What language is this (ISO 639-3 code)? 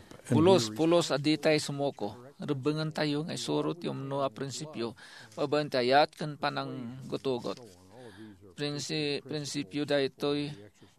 ilo